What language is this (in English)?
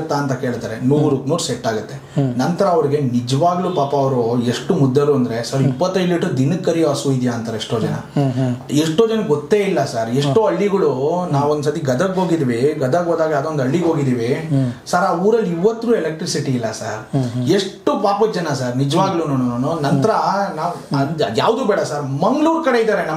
Kannada